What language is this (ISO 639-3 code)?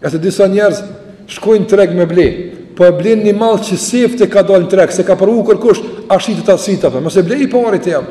sqi